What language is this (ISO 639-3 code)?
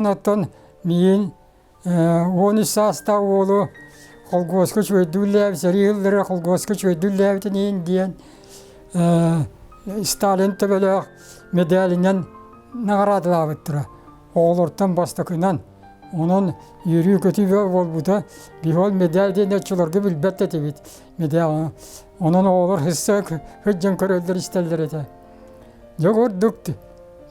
sah